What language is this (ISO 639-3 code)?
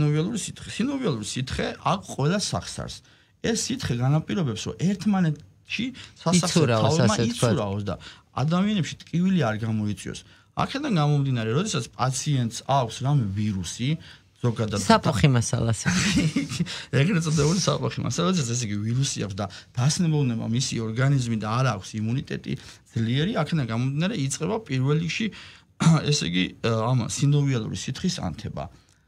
kat